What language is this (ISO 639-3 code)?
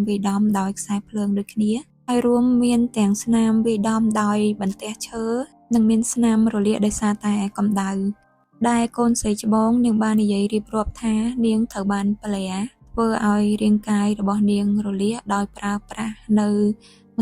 khm